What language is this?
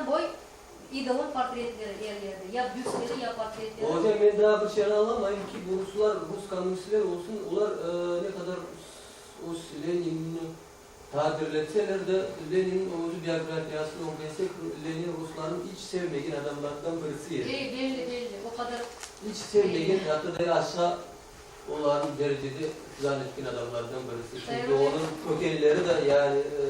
Crimean Tatar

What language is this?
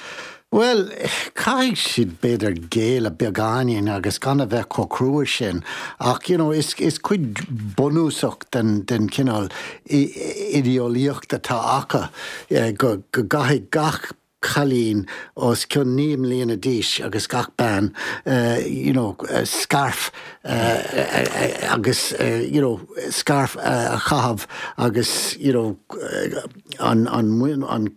Irish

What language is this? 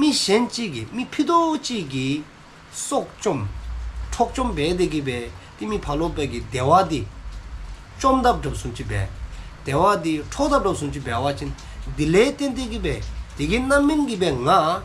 Dzongkha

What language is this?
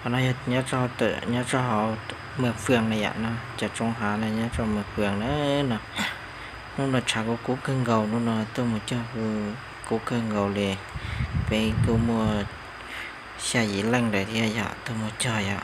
Hmong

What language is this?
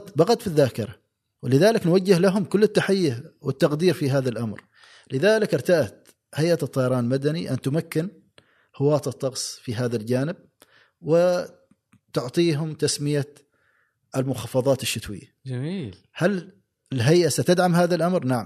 Gulf Arabic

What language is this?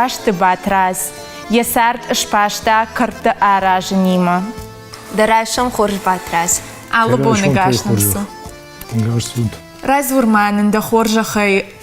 Ossetic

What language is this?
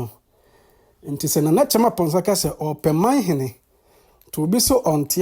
Akan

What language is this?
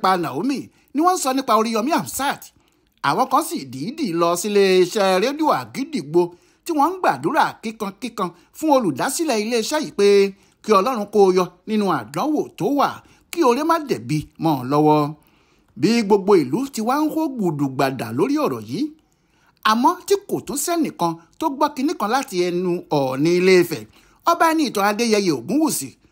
Yoruba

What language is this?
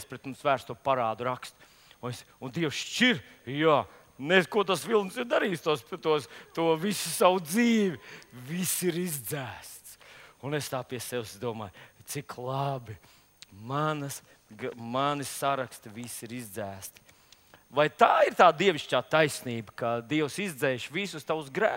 Latvian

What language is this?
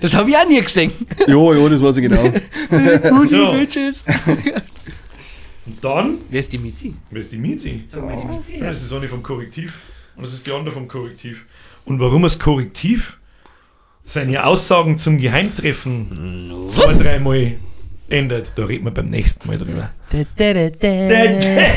Bavarian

